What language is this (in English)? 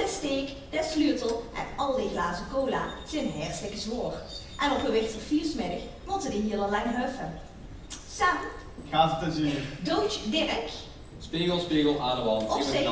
Limburgish